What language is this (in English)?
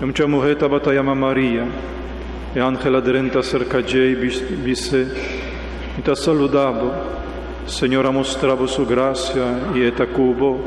Papiamento